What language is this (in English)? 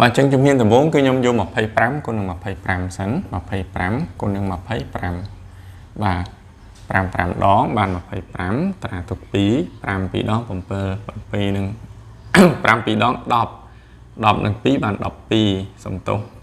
Khmer